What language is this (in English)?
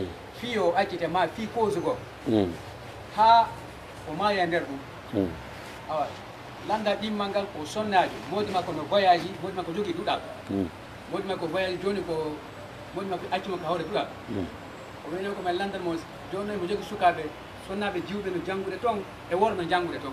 Pular